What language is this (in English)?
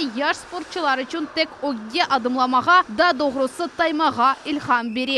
Crimean Tatar